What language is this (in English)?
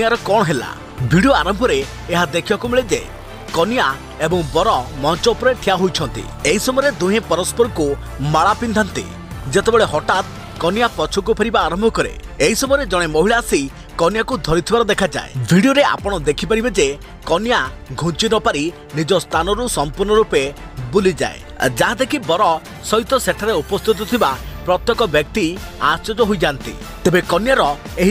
Odia